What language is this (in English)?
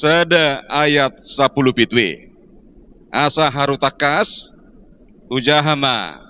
Batak Toba